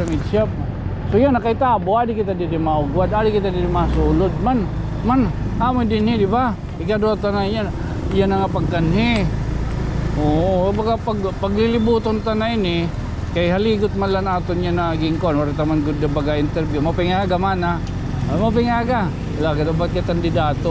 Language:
Waray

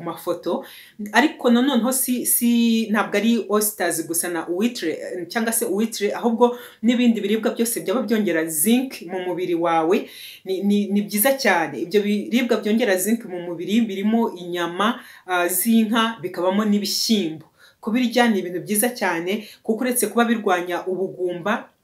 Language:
Kinyarwanda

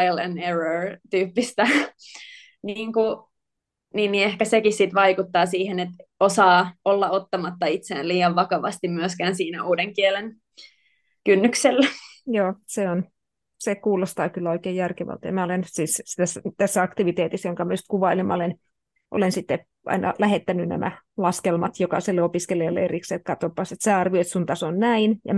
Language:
Finnish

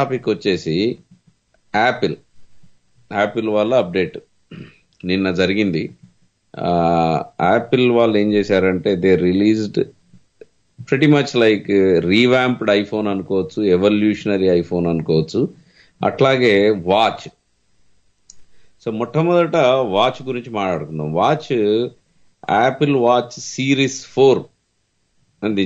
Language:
Telugu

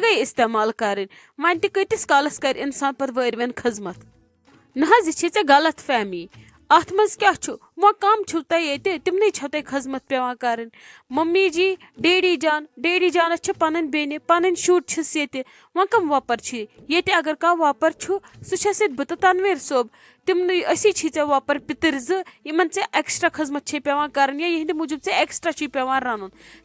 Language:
Kashmiri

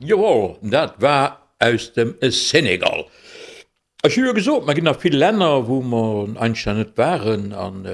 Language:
Luxembourgish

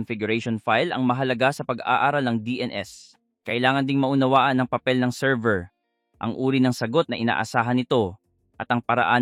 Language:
Filipino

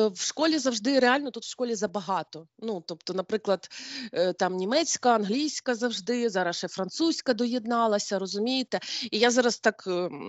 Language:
Ukrainian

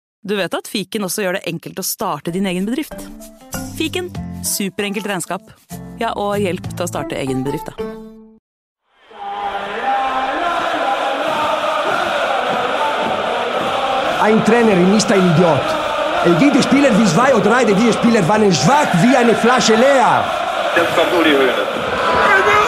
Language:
Norwegian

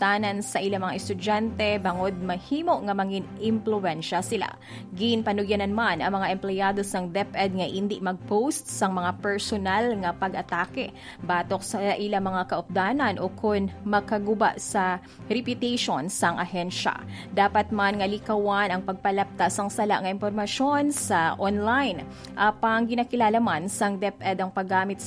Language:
Hiligaynon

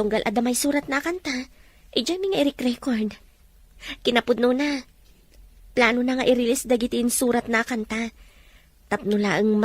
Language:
Iloko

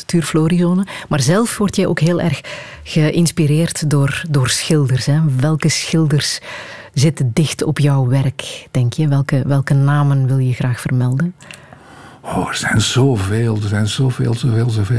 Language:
Dutch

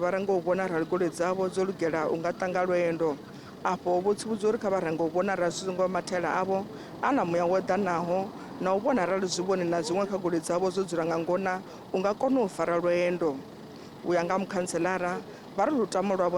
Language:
Venda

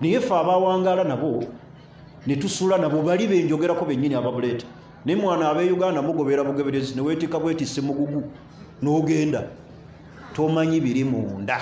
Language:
Ganda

